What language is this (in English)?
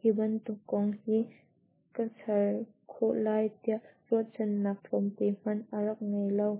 Hakha Chin